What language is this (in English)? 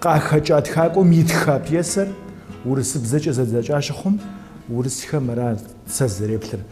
Kabardian